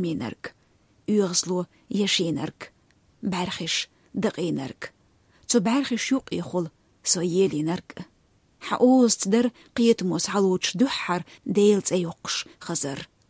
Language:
Chechen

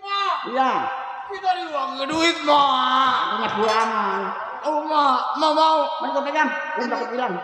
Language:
Betawi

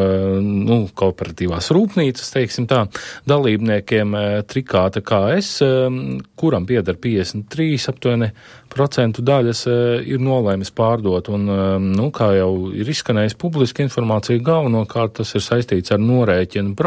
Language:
Latvian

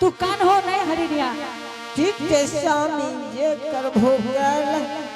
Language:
Angika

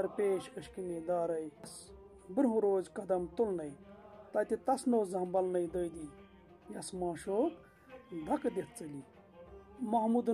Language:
Kashmiri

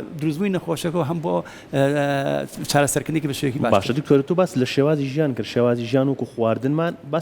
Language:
Central Kurdish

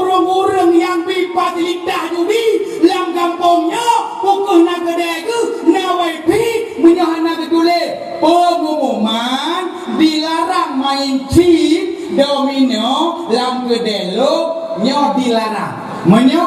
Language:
Achinese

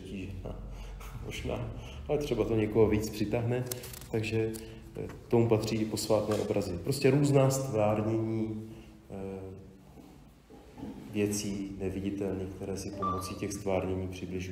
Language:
Czech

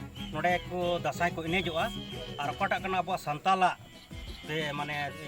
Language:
Santali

